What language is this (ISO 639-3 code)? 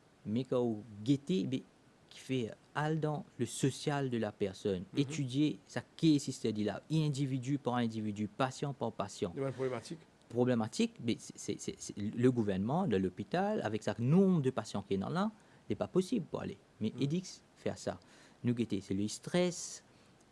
mfe